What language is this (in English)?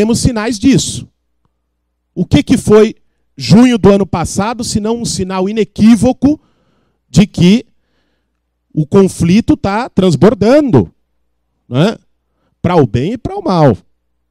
Portuguese